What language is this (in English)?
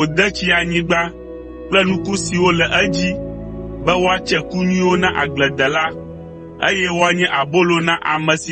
Ewe